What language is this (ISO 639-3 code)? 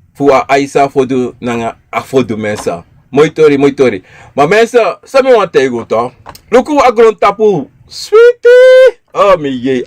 srn